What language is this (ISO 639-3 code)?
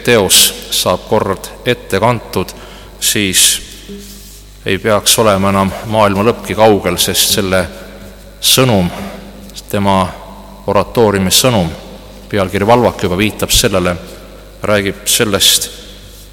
est